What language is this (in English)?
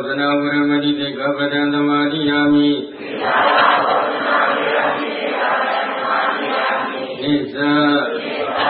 Burmese